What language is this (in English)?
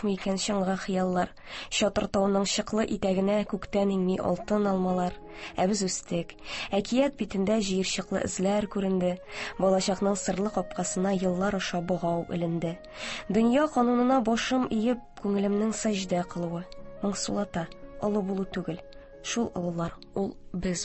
Tatar